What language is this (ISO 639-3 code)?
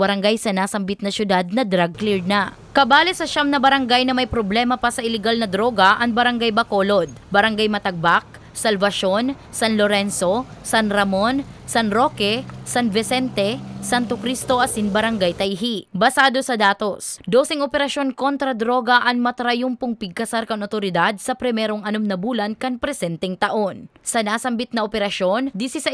bik